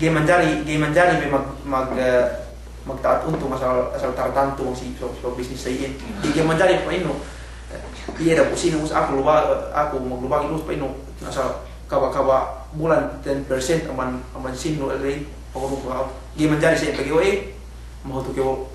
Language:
Yakan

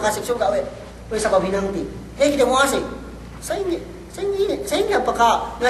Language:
Yakan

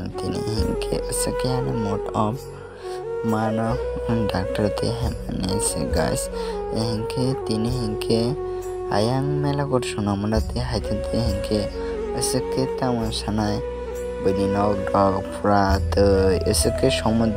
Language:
Kok Borok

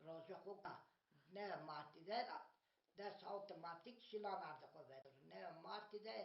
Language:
Zaza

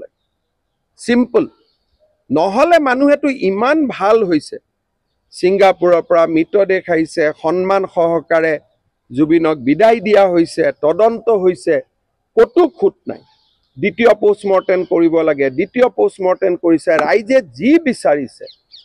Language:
Assamese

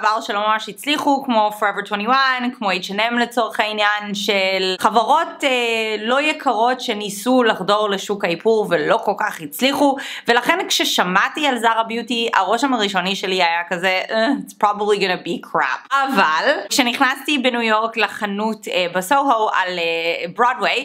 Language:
Hebrew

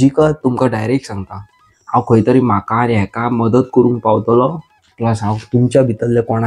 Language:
Konkani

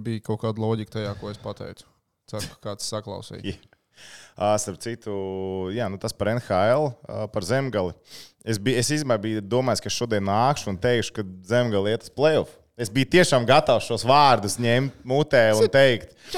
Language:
Latvian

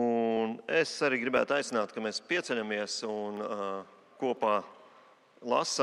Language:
Latvian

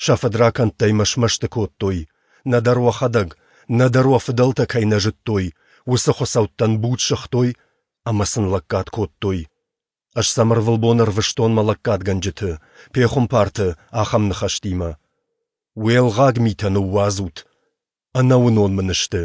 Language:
Ossetic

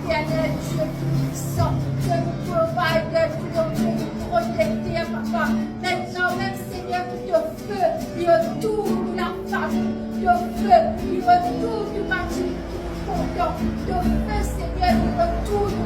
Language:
Morisyen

